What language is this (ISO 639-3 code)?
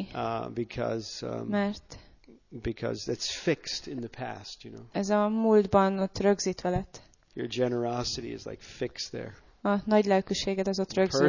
hun